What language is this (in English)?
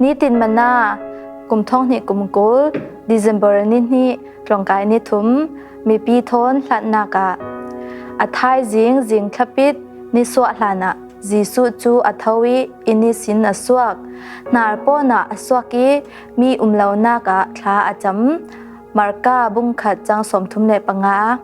Falam Chin